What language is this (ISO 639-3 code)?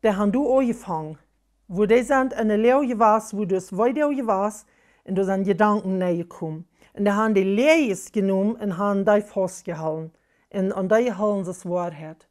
pdt